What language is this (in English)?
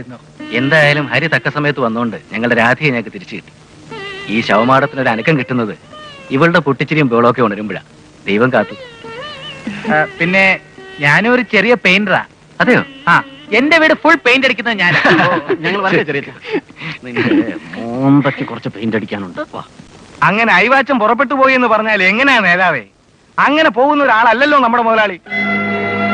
Malayalam